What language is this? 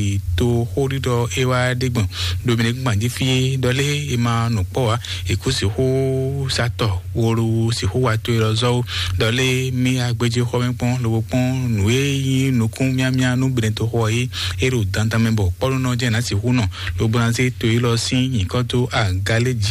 Fon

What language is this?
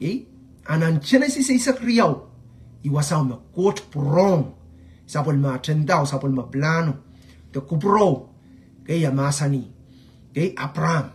Pohnpeian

